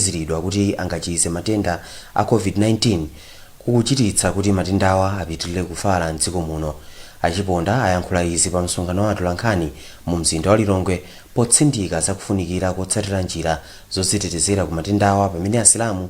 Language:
Nyanja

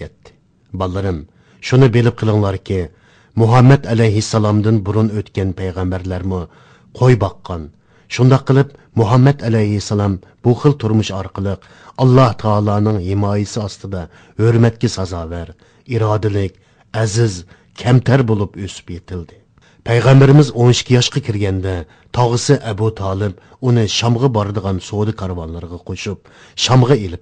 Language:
Uyghur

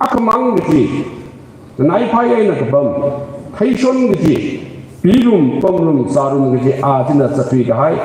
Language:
Tangkhul Naga (India)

